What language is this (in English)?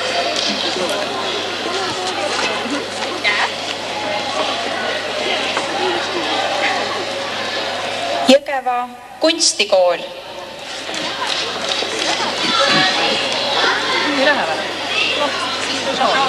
Estonian